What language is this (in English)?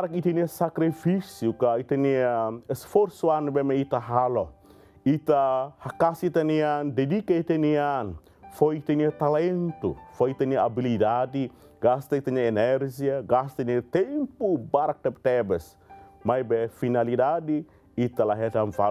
Tetum